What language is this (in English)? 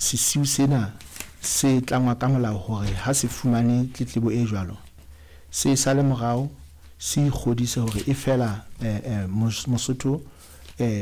Southern Sotho